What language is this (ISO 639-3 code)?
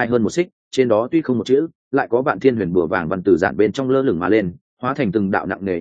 vie